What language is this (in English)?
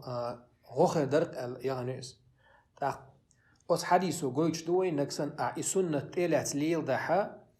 Chechen